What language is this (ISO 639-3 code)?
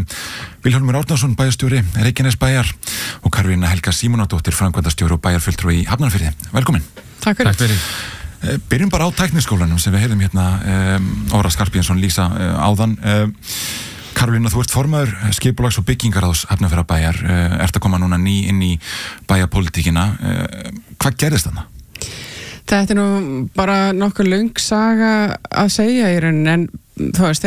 isl